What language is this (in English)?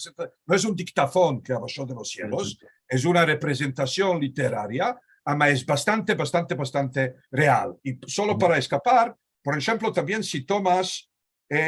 Ladino